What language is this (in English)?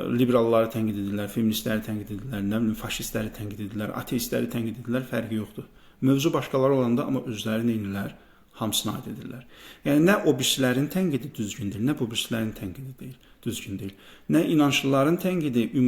Azerbaijani